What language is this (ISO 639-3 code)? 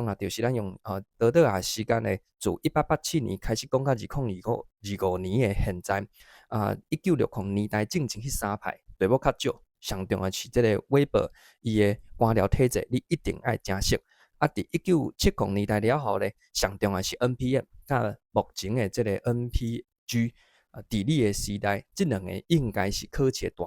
nan